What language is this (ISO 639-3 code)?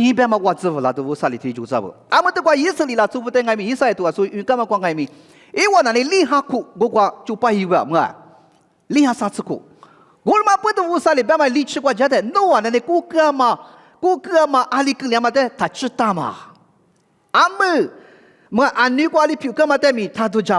lis